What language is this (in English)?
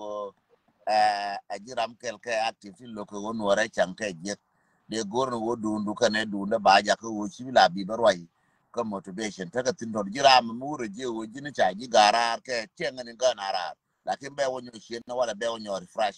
Nuer